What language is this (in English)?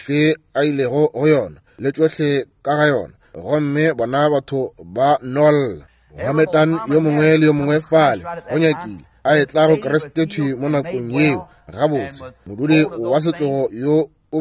Northern Sotho